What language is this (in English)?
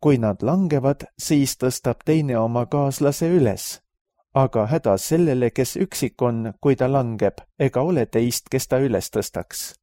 Estonian